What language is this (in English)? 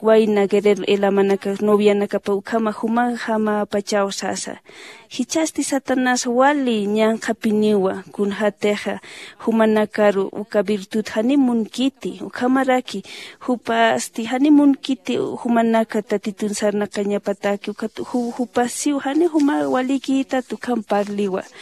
Aymara